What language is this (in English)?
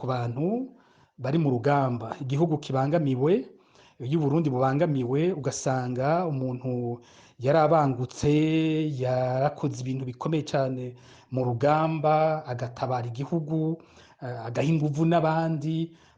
Rundi